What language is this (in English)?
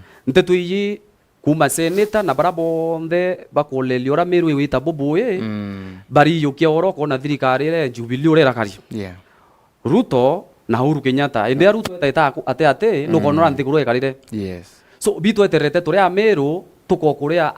Meru